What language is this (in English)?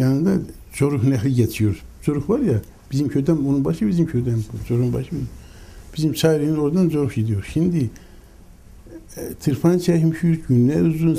Turkish